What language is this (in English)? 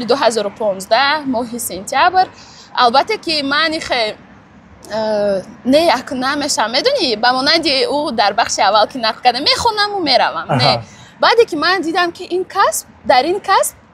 Tajik